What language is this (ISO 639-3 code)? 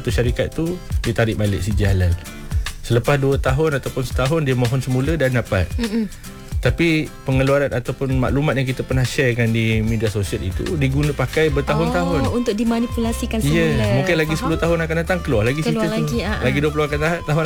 msa